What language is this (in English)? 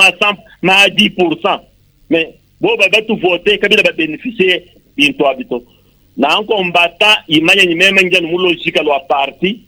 Luba-Lulua